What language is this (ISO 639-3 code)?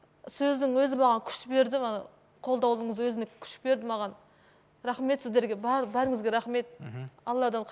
kaz